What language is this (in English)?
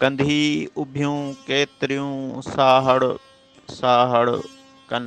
Sindhi